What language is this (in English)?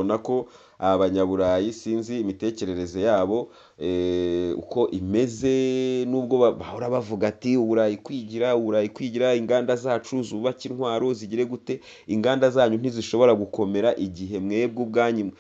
Kinyarwanda